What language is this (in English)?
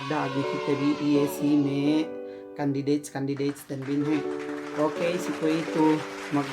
Yakan